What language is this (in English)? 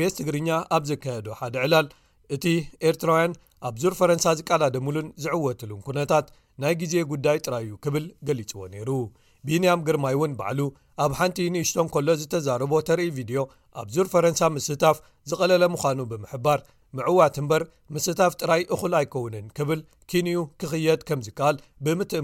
Tigrinya